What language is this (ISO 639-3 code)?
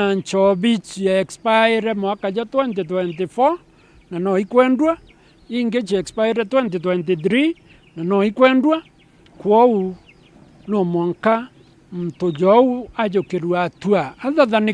mer